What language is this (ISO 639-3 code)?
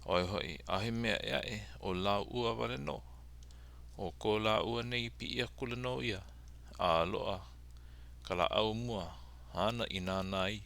haw